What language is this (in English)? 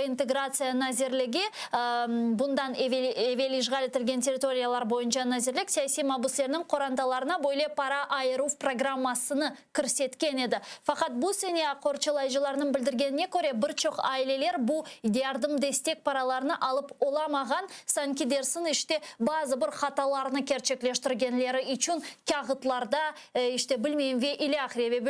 Crimean Tatar